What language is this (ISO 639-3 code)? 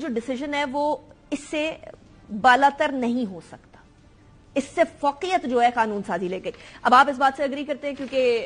urd